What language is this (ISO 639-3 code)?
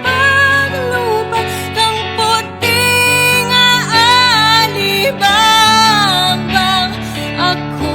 hil